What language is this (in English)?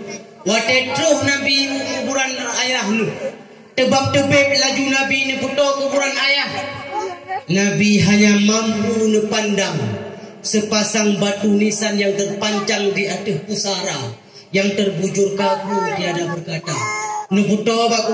Achinese